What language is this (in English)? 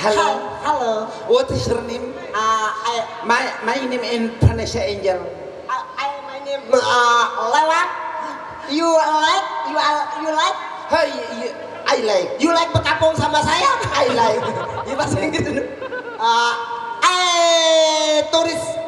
Sasak